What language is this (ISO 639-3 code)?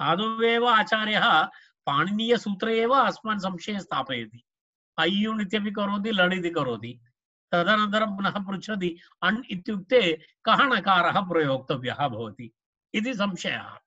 san